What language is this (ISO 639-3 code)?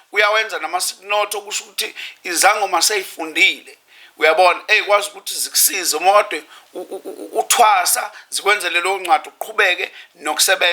zul